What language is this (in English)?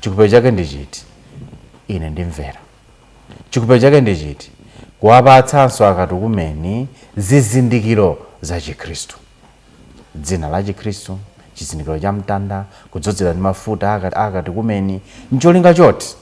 Nyanja